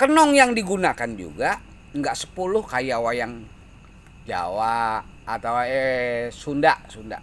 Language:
Betawi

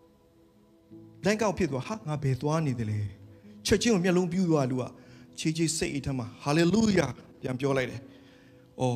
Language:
Burmese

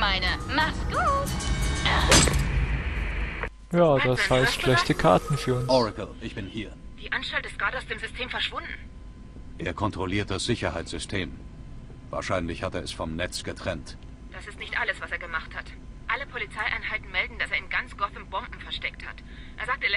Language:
German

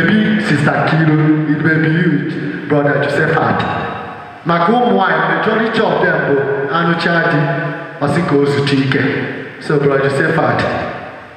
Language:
Igbo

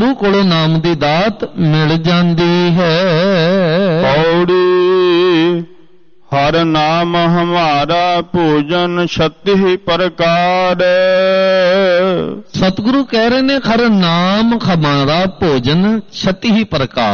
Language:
Punjabi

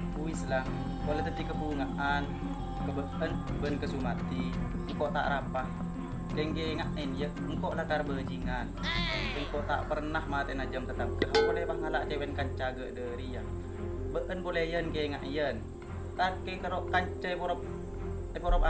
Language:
Madurese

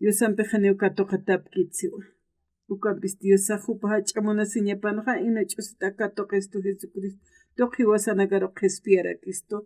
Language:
Aymara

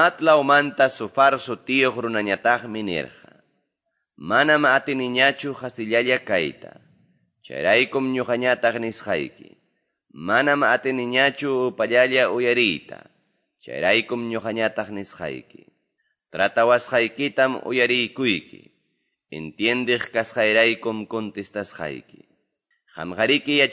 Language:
Ayacucho Quechua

